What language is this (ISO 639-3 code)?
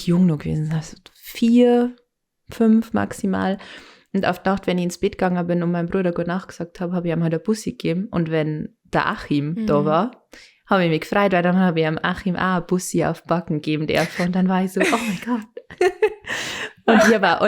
bar